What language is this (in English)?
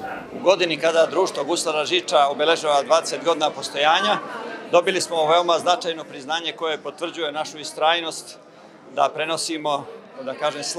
Serbian